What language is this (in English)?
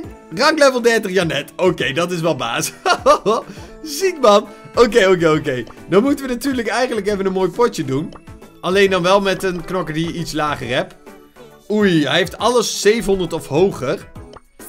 Dutch